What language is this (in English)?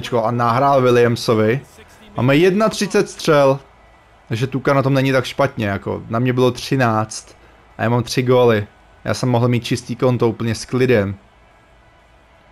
Czech